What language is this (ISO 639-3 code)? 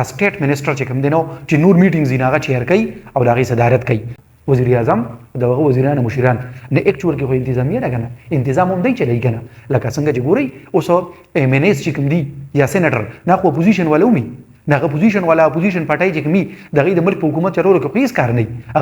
pus